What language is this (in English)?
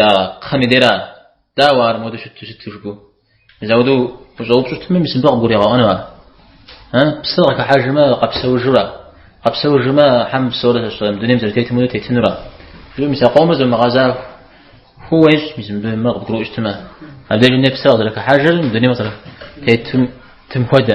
Kabardian